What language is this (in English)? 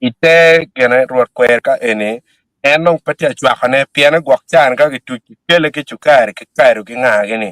Acoli